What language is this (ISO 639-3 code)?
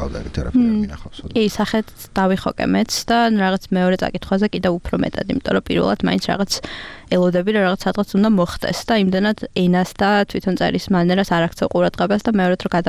kat